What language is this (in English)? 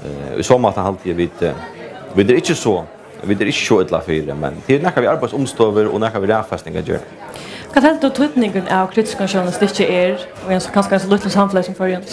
Faroese